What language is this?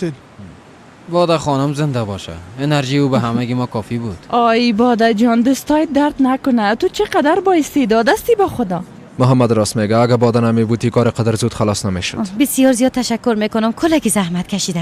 Persian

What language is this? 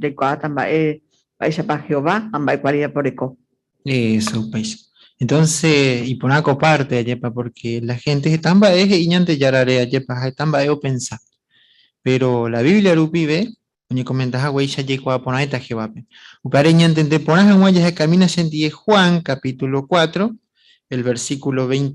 Guarani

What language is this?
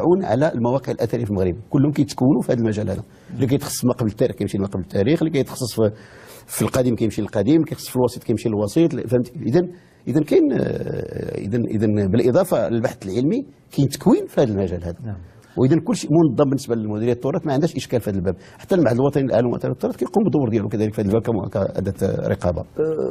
Moroccan Arabic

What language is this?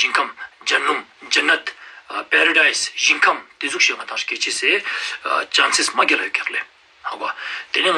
Ladakhi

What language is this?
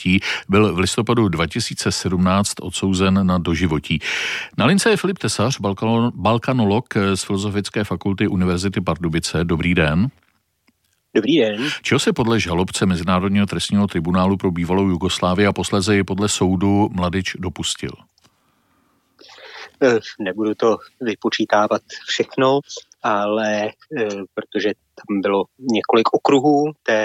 Czech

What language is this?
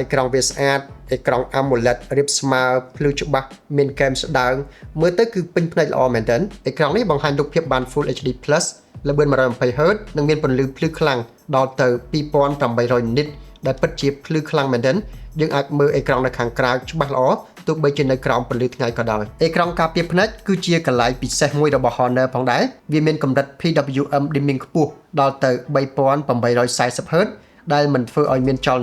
Khmer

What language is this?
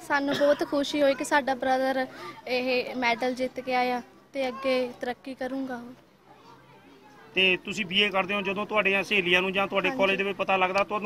Punjabi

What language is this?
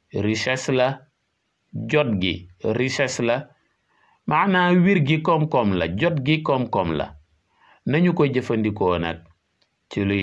Wolof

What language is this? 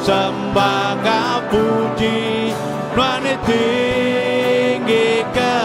Iban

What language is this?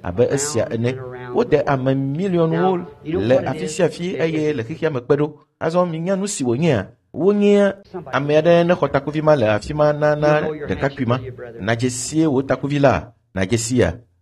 Ewe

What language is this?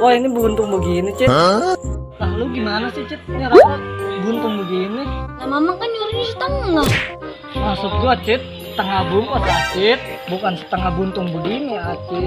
Betawi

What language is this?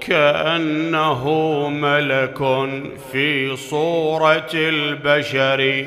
Mesopotamian Arabic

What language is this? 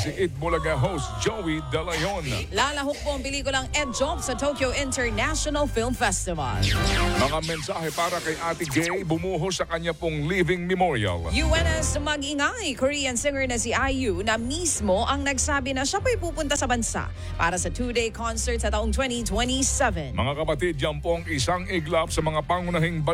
Filipino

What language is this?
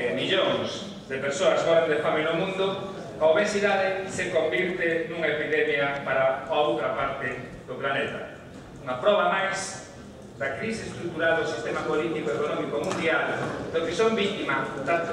Galician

